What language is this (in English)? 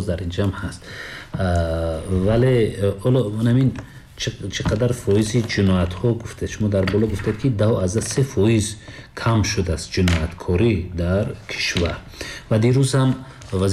Tajik